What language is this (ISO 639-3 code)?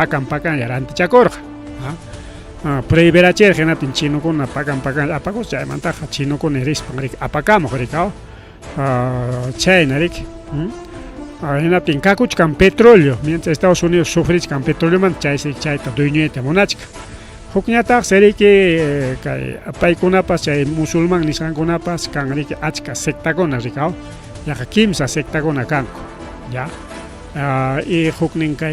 quy